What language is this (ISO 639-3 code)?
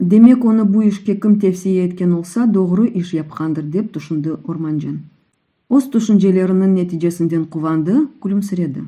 crh